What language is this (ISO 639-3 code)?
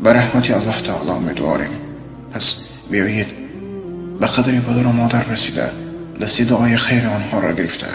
tgk